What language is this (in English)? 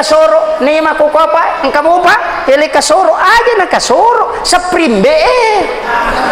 Buginese